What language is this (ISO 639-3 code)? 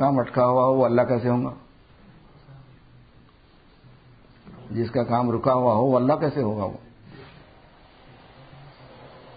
urd